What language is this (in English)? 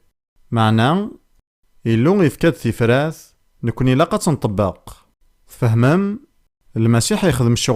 Kabyle